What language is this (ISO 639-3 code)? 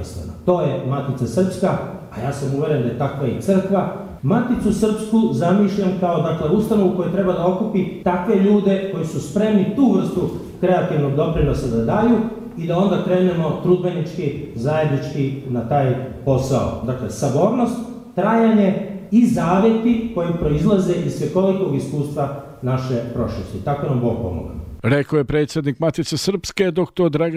srp